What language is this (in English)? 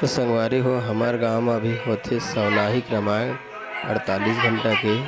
Chhattisgarhi